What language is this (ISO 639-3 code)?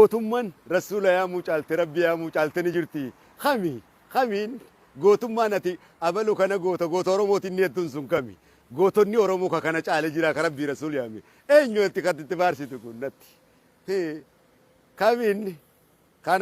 orm